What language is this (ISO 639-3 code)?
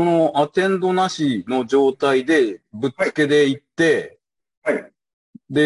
jpn